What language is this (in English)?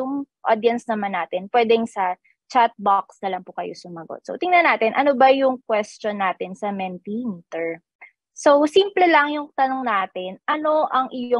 Filipino